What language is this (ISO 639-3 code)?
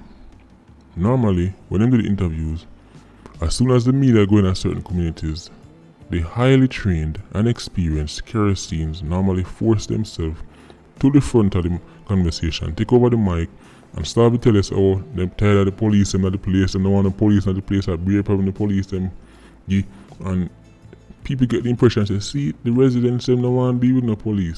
jam